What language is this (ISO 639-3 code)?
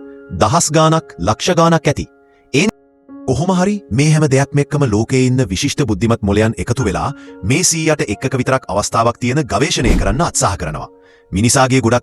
sin